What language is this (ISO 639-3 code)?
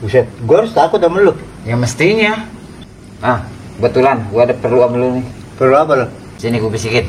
bew